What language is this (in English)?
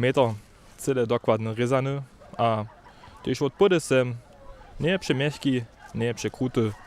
Upper Sorbian